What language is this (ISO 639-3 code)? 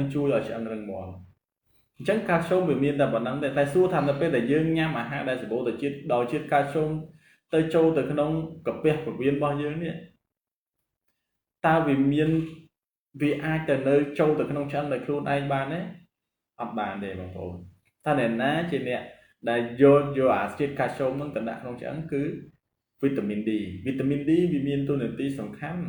khm